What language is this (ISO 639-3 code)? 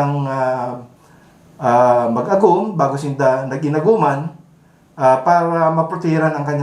bik